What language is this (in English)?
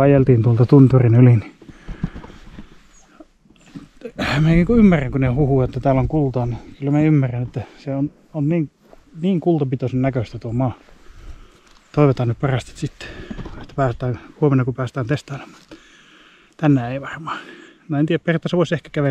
Finnish